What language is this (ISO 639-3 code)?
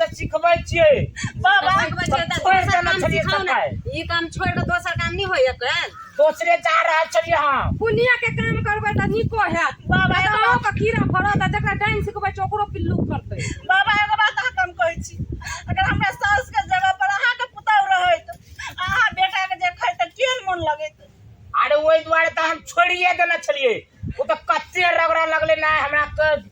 mai